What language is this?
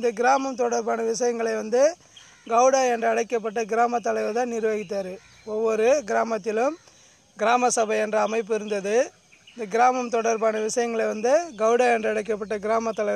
Tamil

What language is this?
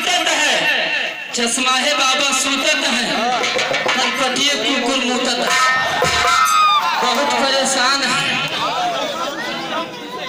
Bhojpuri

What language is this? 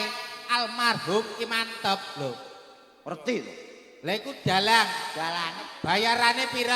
Javanese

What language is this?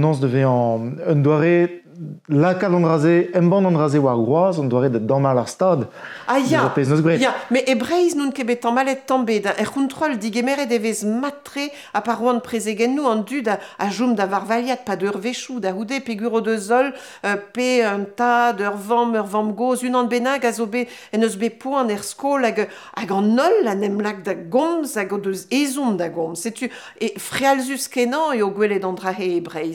Breton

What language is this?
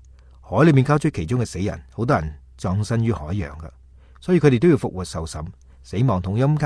Cantonese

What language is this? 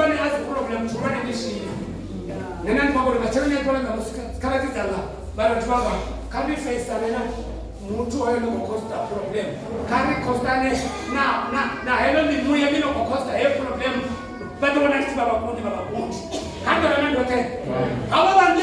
Venda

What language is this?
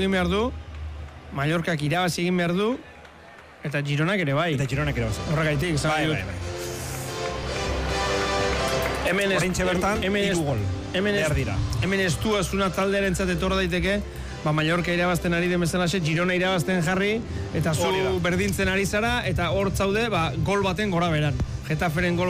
Basque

